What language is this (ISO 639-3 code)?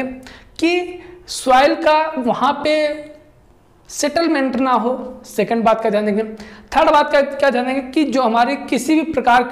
hin